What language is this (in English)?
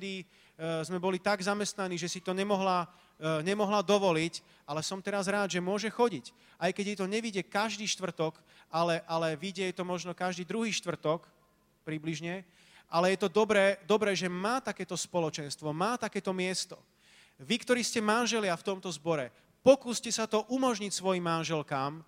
Slovak